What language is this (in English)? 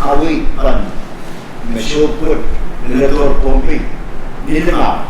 Pohnpeian